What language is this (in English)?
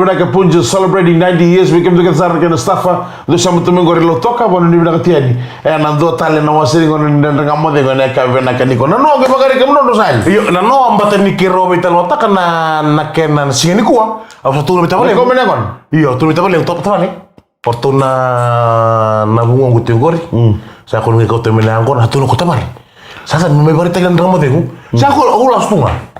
Fijian